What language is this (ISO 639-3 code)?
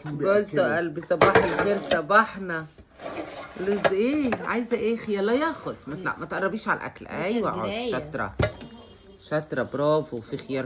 arz